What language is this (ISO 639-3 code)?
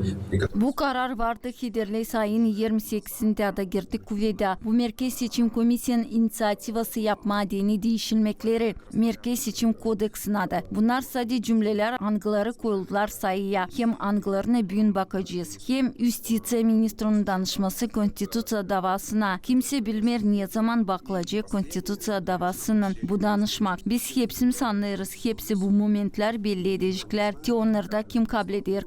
gag